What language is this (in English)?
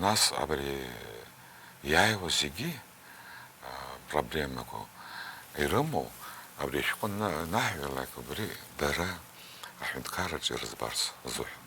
Abkhazian